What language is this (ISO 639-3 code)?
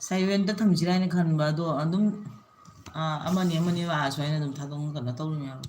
mni